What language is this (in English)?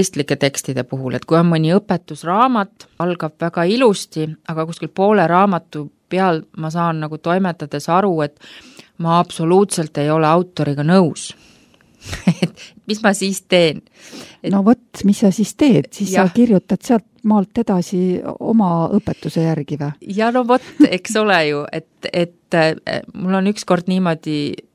Estonian